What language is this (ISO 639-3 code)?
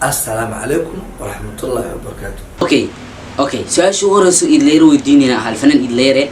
som